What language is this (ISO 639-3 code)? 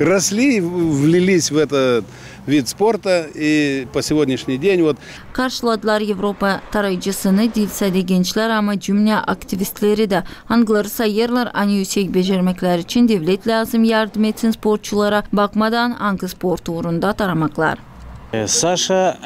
gag